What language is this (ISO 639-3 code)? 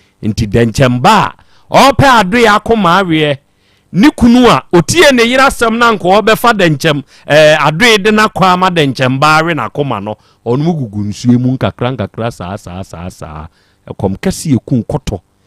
aka